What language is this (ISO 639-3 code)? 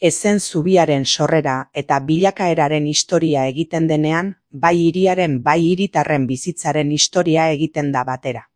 eus